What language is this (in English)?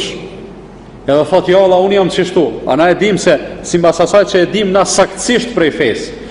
Albanian